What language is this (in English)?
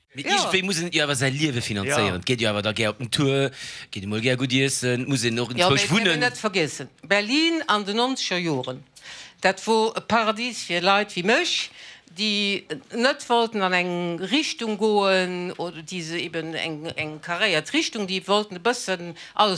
Luxembourgish